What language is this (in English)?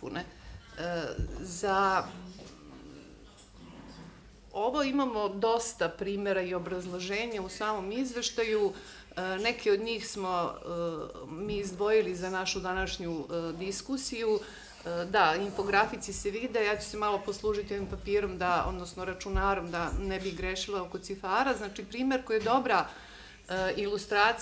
Serbian